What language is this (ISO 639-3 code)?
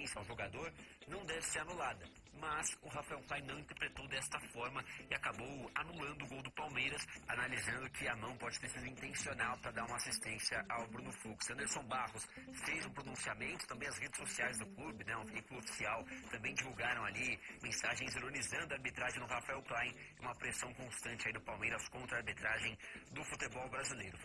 por